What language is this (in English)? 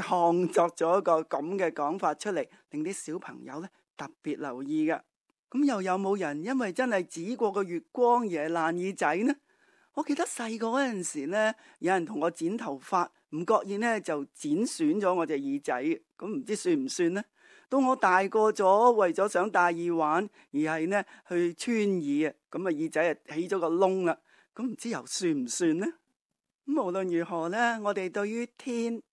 Cantonese